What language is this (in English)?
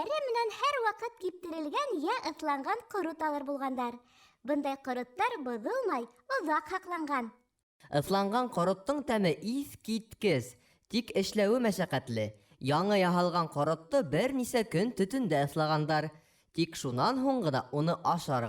Bashkir